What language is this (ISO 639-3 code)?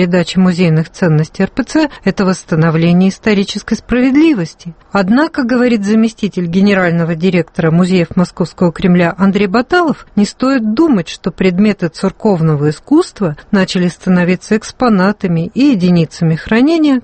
rus